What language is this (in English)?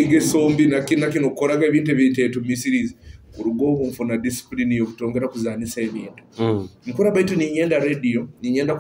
Nyoro